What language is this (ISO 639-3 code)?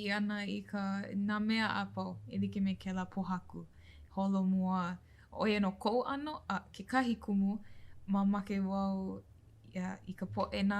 haw